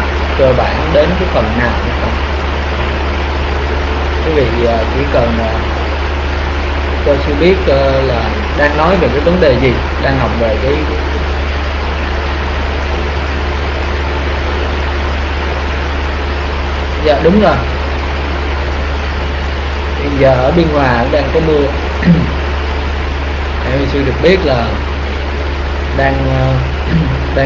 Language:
Vietnamese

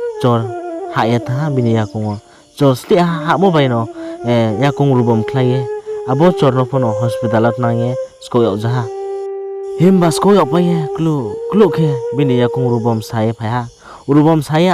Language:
Riang (India)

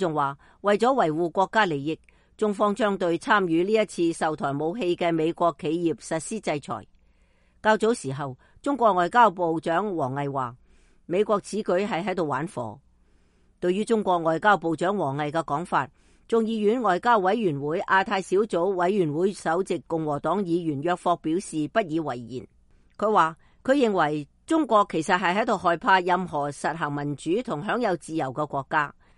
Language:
Cantonese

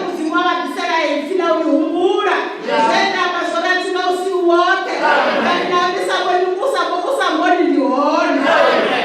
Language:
Venda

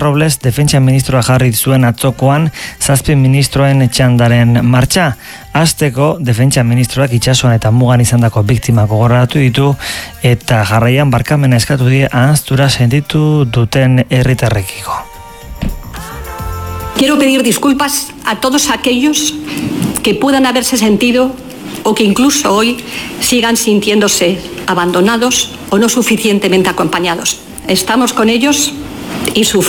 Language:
Basque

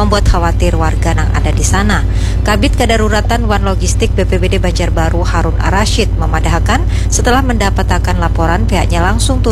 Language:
Banjar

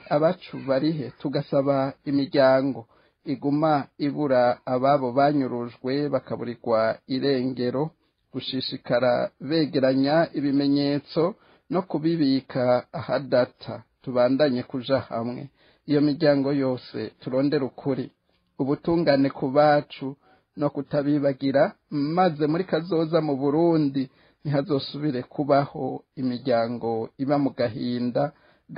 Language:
Rundi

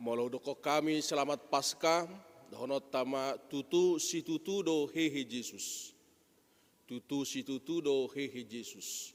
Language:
Batak Toba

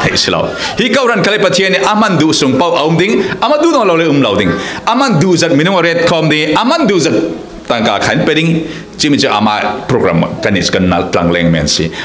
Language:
Falam Chin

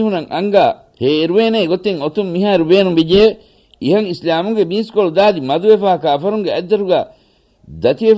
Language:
Divehi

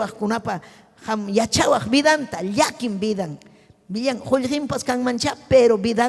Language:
Ayacucho Quechua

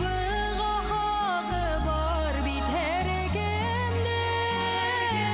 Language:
Bashkir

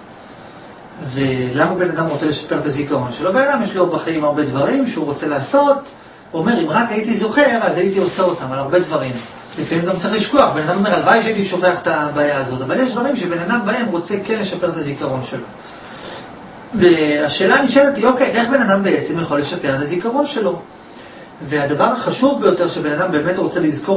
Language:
Hebrew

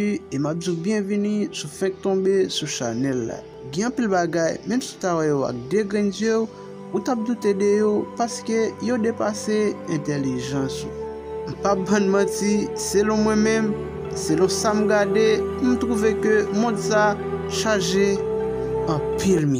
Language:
Haitian Creole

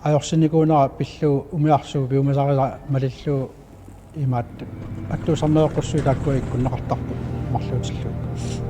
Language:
Kalaallisut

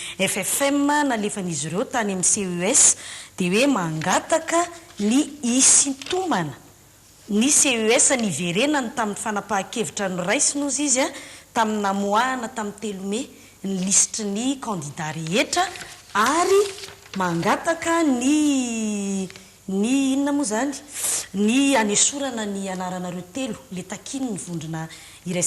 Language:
Malagasy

